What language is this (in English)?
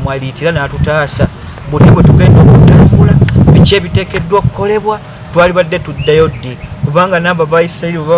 Ganda